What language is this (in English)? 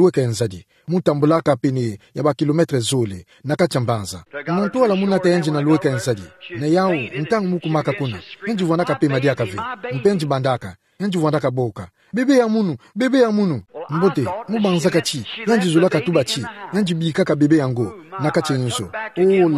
Kituba (Democratic Republic of Congo)